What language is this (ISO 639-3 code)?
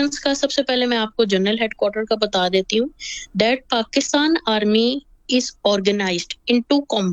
urd